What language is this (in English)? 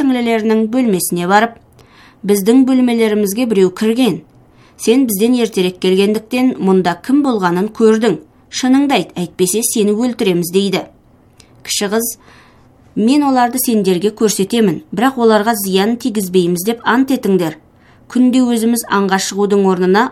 Kazakh